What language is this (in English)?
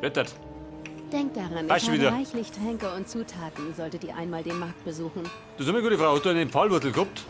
Bavarian